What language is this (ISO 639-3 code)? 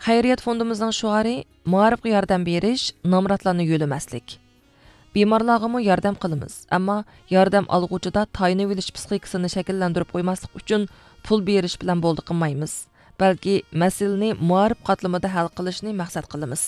uig